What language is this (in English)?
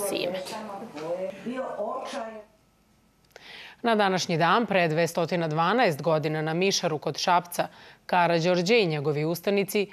Serbian